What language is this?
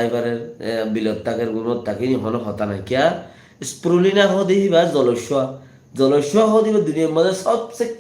Rohingya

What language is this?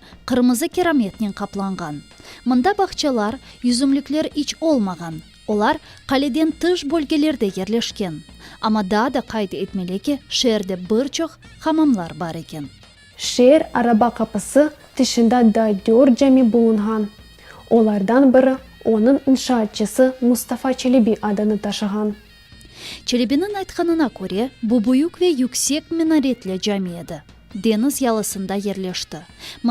Crimean Tatar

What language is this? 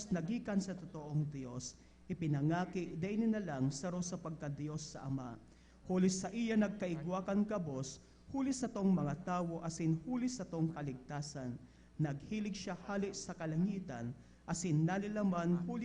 Bikol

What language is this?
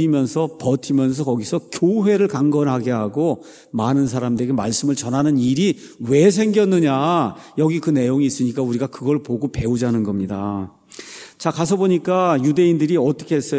Korean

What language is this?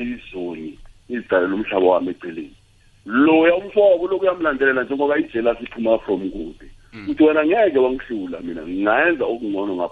South Ndebele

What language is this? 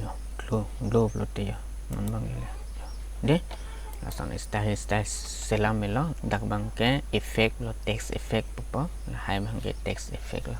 Karbi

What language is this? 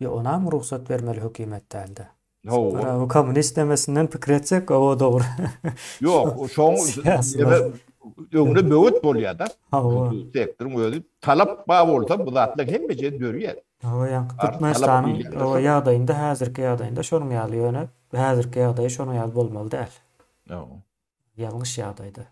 Turkmen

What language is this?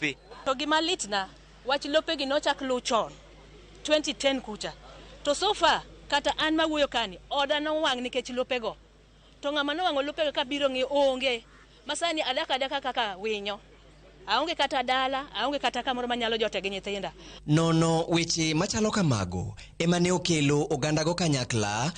Luo (Kenya and Tanzania)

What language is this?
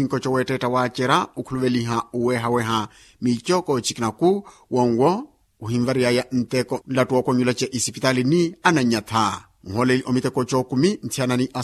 Makhuwa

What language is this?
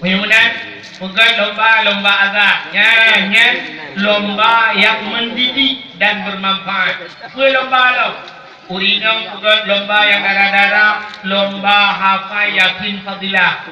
Achinese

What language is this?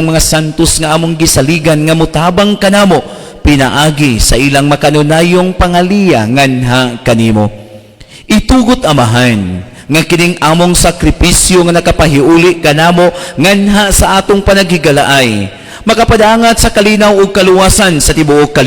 Cebuano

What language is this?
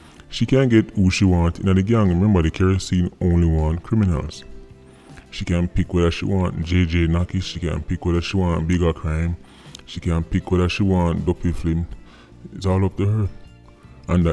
Jamaican Creole English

